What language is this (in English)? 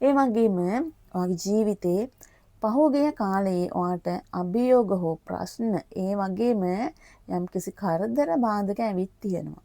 Sinhala